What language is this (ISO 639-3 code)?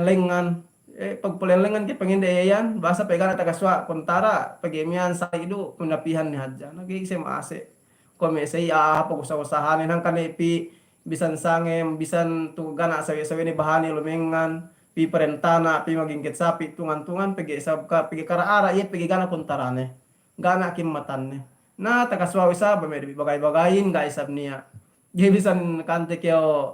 yka